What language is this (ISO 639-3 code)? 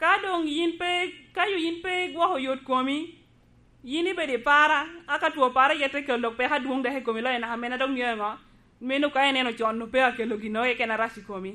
laj